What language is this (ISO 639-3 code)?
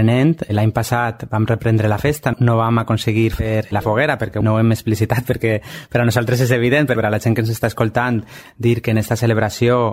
cat